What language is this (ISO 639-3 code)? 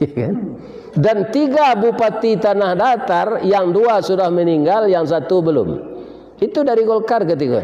min